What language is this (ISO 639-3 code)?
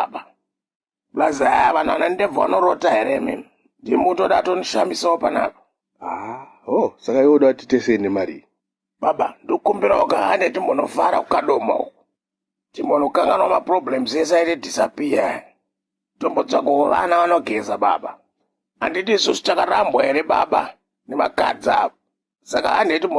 sna